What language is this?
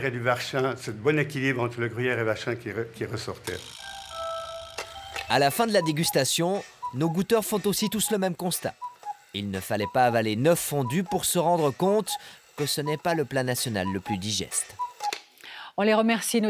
French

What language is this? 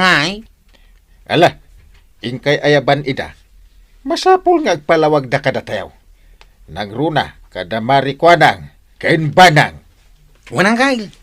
Iloko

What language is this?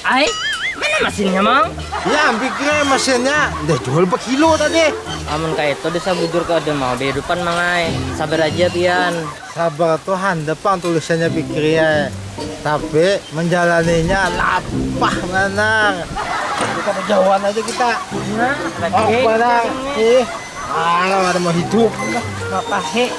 Banjar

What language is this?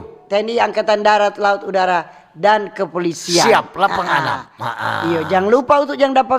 Manado Malay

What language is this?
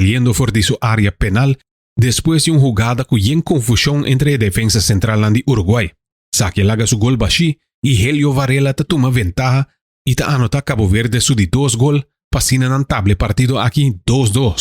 Papiamento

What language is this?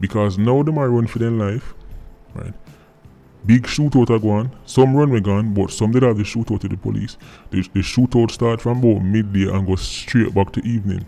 Jamaican Creole English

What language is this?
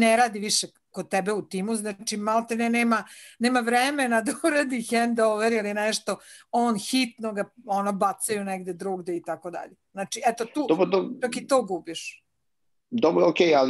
Serbian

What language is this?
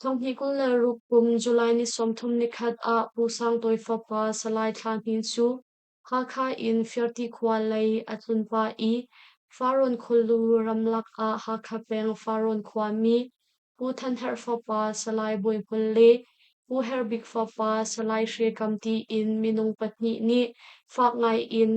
Hakha Chin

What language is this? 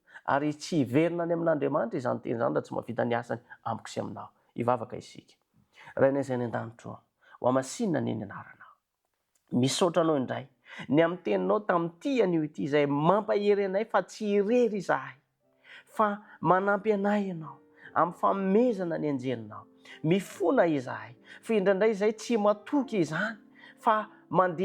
Malagasy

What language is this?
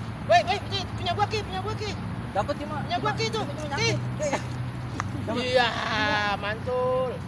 Betawi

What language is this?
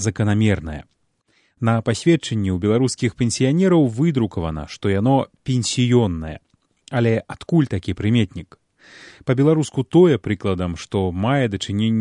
Belarusian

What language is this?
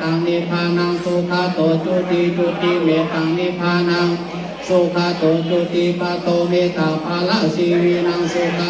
Pali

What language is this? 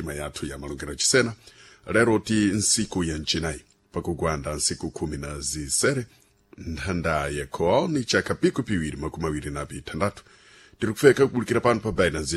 Sena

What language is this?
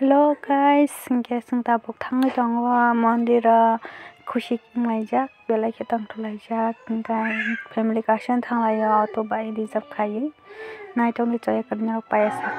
Kok Borok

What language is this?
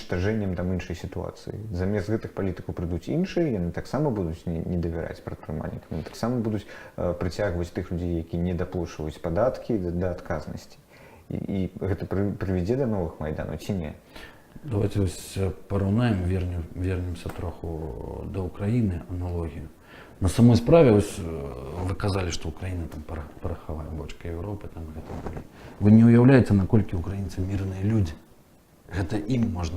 Belarusian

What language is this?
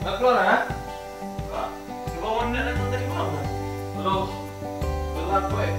Manado Malay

